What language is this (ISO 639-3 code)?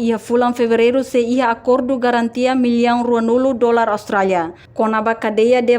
tet